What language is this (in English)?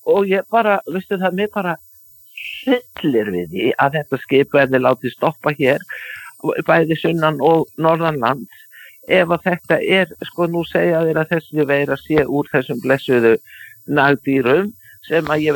Icelandic